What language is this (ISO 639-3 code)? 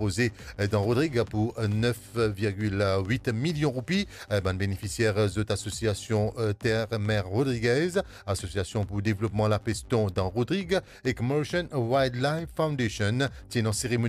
mfe